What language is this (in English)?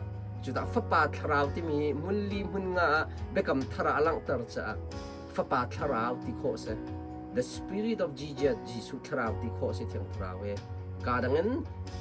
Hakha Chin